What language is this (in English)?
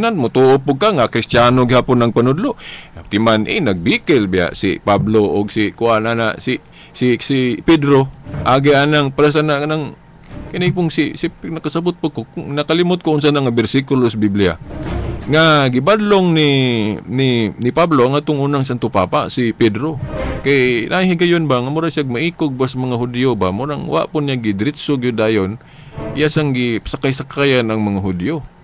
Cebuano